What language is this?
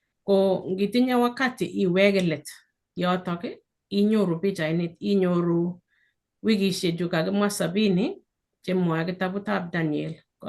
Kalenjin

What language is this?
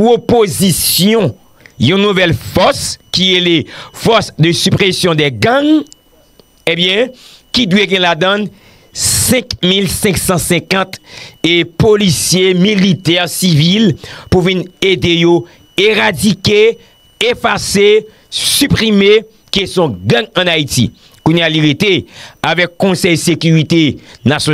Haitian Creole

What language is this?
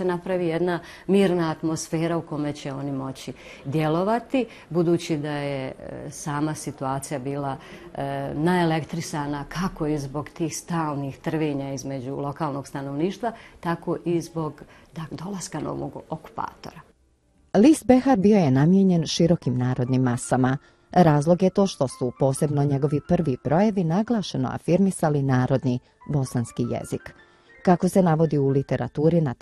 Bosnian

